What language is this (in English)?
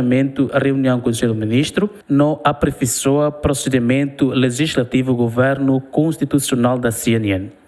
Tetum